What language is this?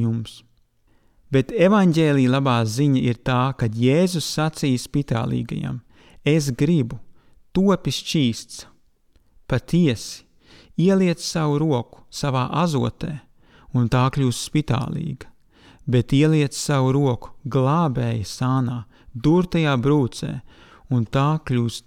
Latvian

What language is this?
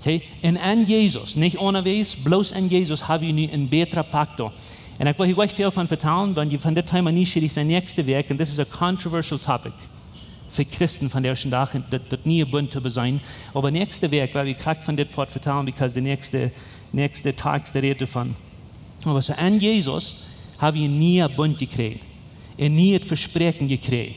Plautdietsch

